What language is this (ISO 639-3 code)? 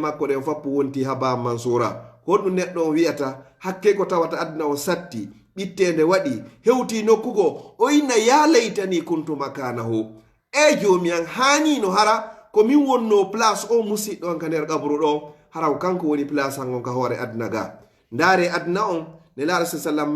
ful